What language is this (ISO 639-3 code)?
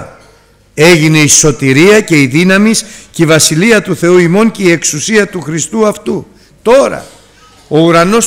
ell